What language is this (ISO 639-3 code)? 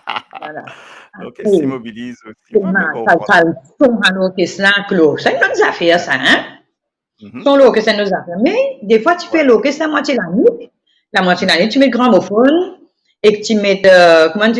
mfe